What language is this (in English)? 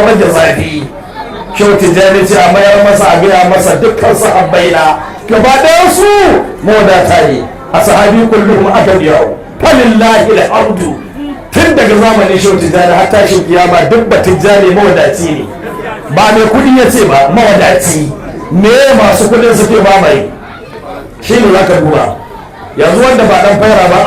Hausa